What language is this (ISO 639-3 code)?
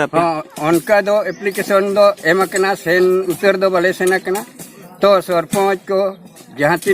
sat